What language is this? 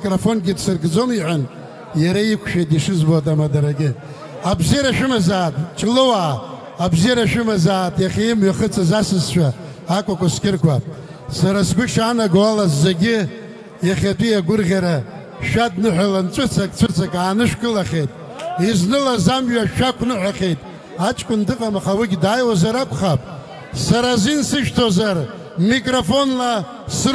Abkhazian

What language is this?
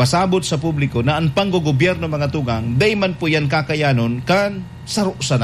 Bikol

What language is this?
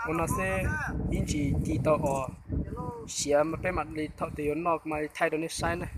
Hmong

